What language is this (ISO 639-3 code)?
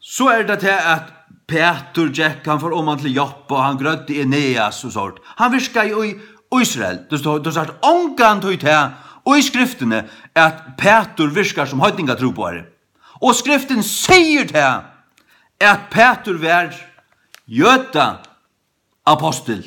fao